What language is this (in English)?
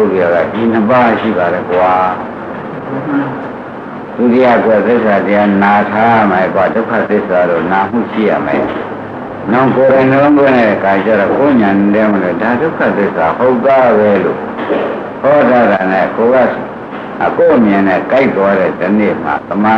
Burmese